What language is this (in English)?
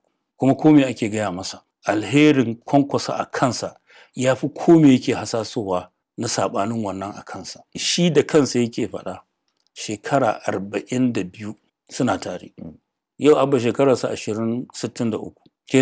Hausa